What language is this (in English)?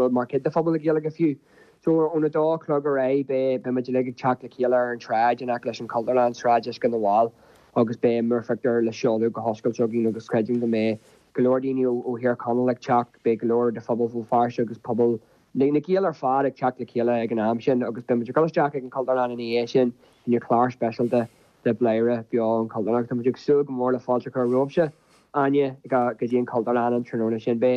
Irish